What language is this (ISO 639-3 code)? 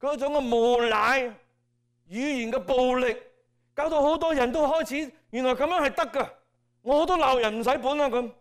yue